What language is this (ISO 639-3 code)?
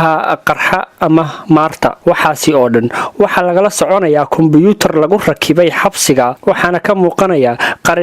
som